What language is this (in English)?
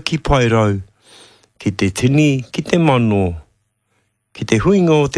Māori